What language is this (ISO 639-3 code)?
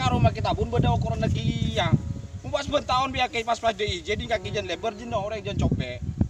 mad